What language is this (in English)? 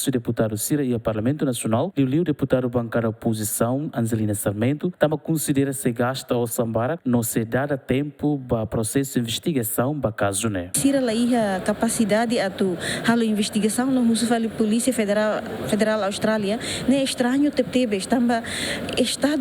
Tetum